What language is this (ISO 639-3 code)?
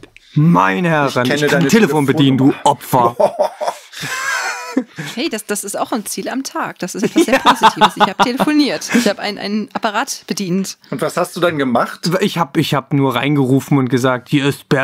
deu